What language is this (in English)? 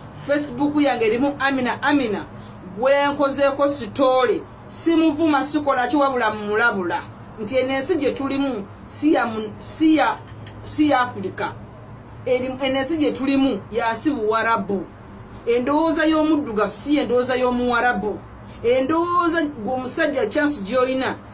Ganda